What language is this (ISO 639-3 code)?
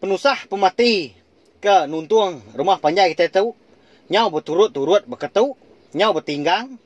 iba